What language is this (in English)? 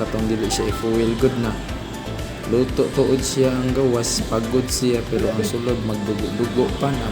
Cebuano